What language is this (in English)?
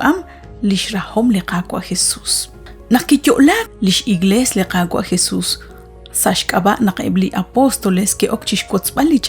Kekchí